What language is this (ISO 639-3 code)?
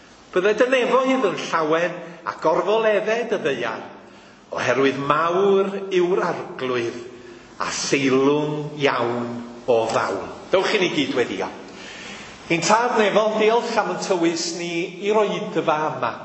cym